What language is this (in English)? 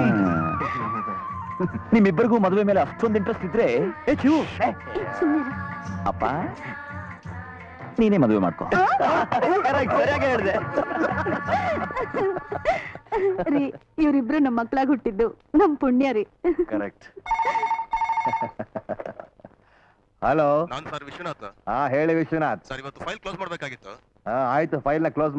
Kannada